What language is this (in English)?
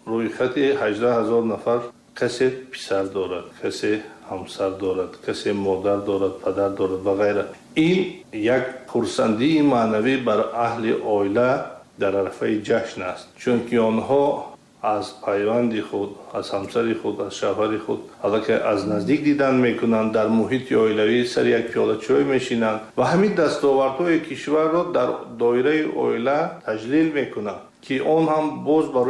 Persian